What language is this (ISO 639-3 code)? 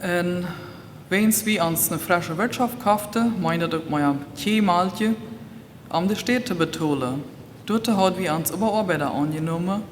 pdt